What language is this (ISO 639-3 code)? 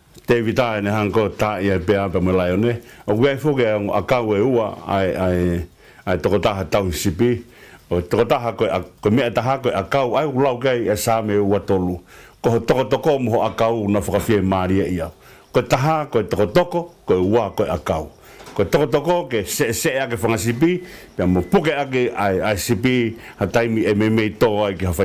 ton